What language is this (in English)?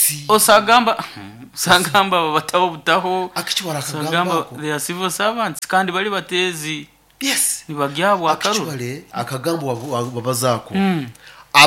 Nyoro